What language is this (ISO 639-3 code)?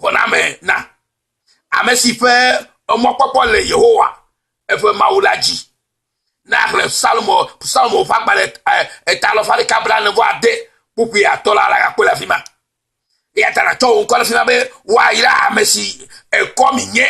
ewe